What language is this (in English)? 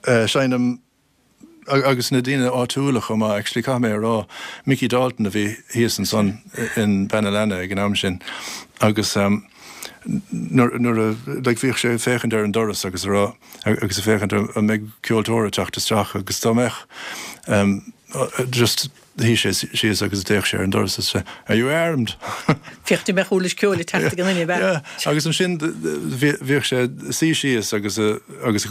Irish